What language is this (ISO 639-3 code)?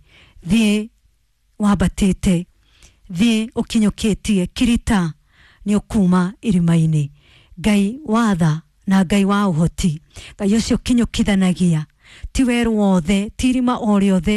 kik